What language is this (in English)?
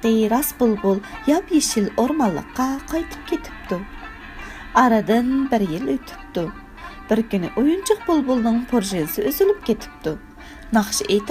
Uyghur